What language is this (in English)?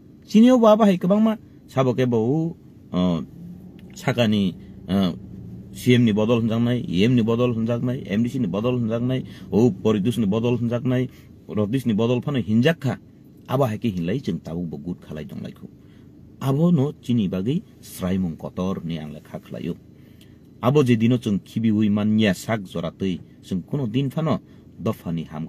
Kok Borok